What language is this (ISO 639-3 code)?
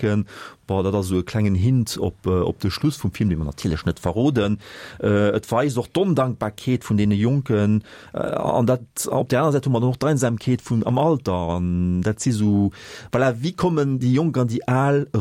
ltz